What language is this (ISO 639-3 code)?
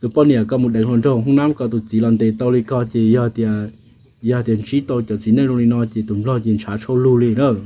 hmn